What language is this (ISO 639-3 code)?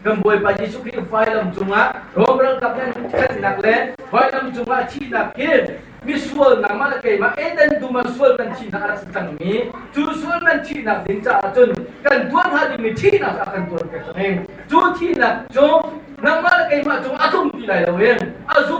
cnh